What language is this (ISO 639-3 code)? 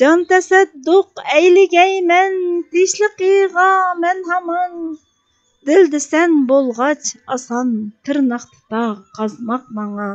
uig